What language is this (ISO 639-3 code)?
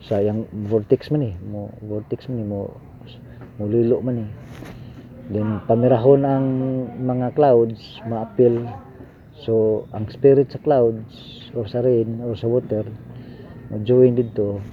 ceb